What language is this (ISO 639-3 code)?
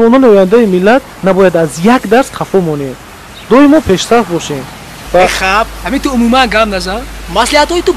tgk